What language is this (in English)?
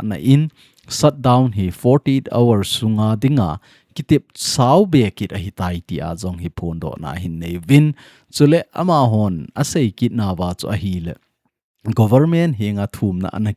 Thado Chin